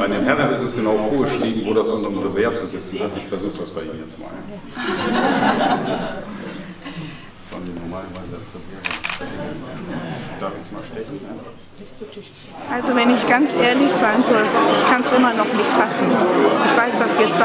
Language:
German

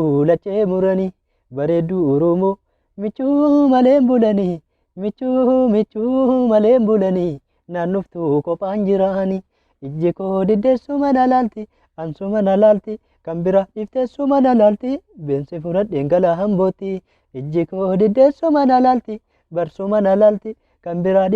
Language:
Oromo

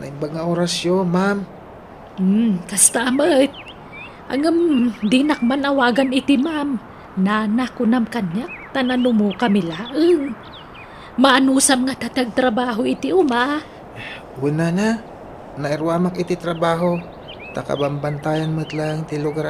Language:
Iloko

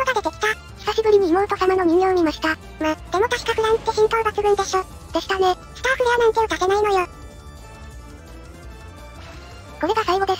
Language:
Japanese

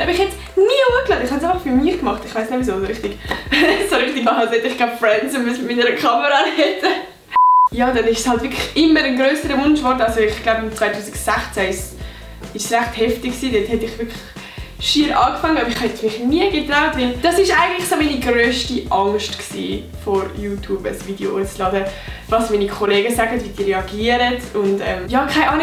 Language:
Swiss German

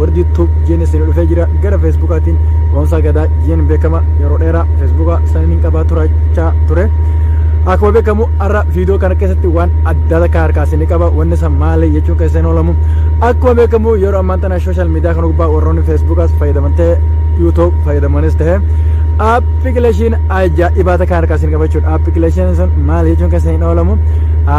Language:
Oromo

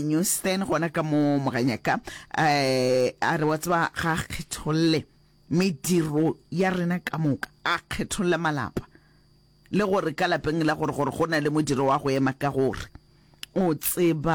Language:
Northern Sotho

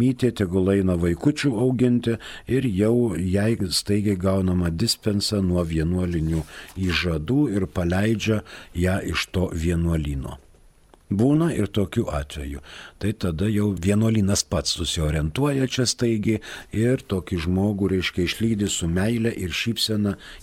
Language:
Lithuanian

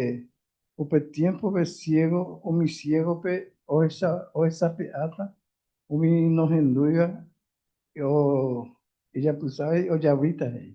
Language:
Guarani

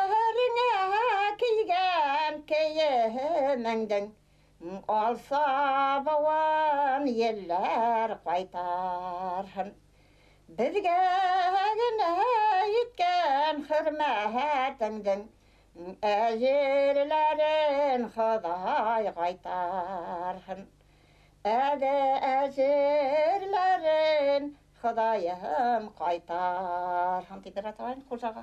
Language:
Bashkir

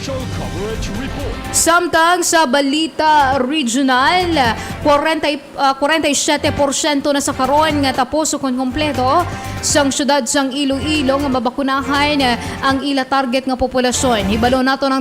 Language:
Hiligaynon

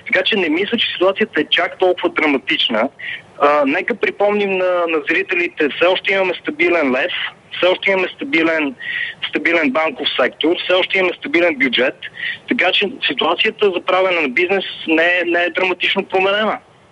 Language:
Bulgarian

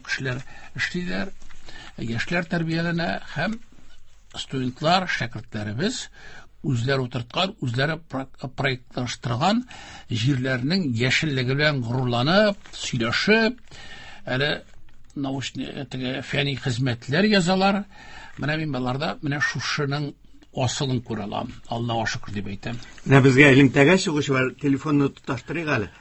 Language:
Tatar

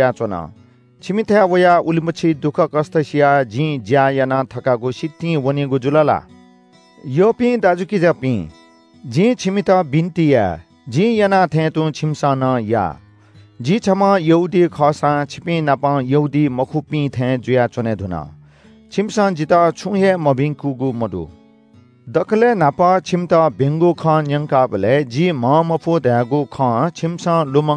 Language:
Newari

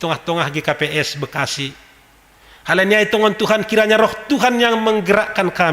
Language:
Batak Simalungun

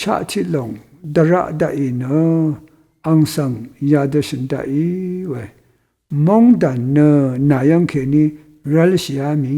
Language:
Rawang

